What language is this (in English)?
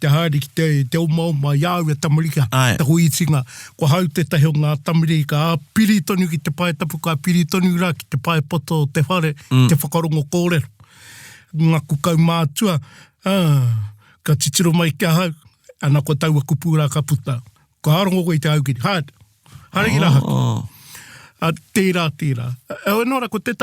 Māori